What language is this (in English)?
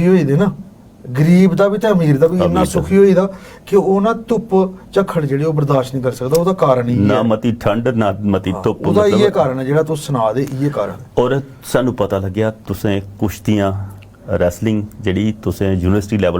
Dogri